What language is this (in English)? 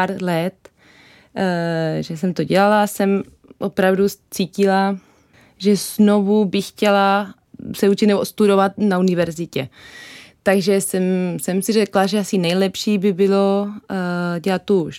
Czech